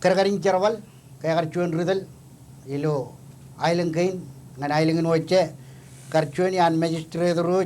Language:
Marshallese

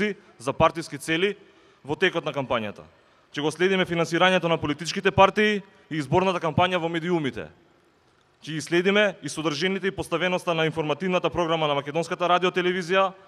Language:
Macedonian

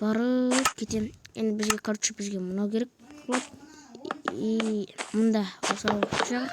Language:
Kazakh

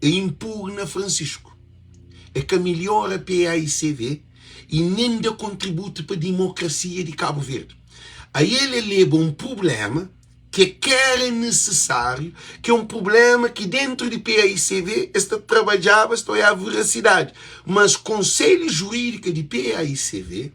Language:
Kabuverdianu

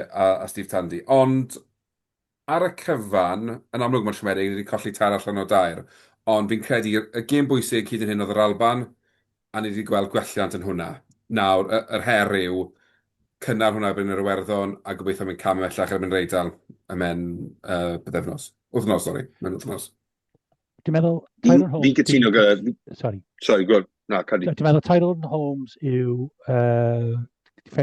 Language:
Welsh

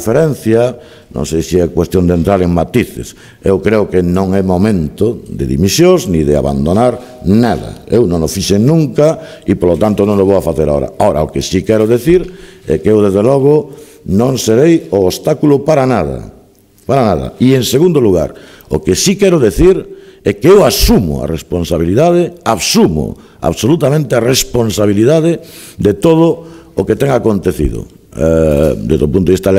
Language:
Galician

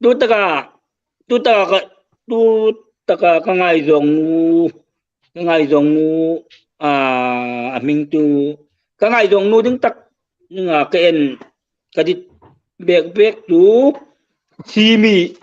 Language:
Hmar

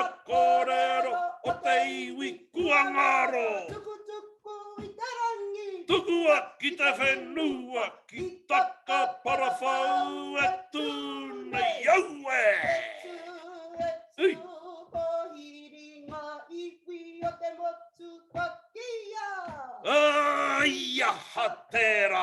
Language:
Māori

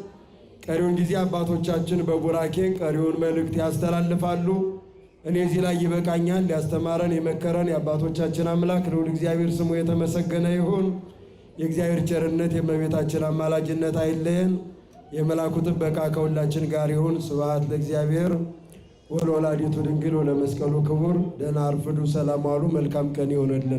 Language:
Amharic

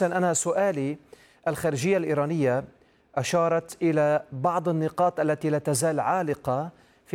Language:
Arabic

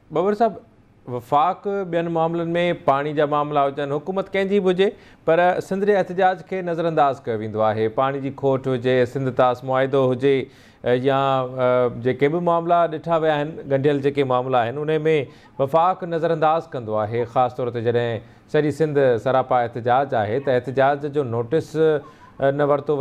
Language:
Sindhi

